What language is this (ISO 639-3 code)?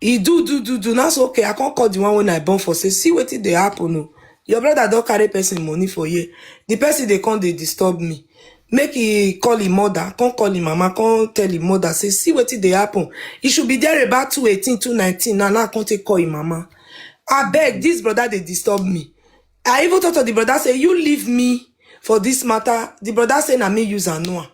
pcm